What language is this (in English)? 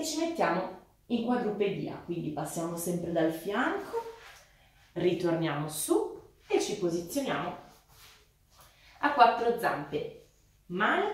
Italian